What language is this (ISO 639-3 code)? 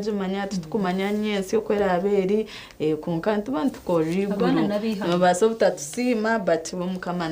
nyn